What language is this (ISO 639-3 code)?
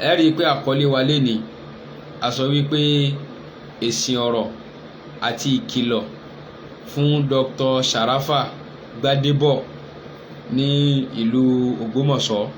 yor